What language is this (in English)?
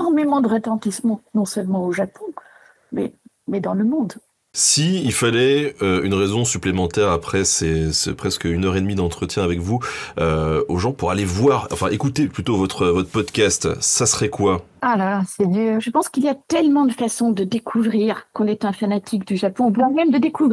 French